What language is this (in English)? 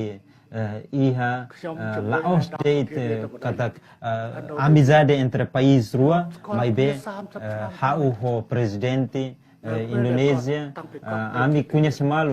Tetum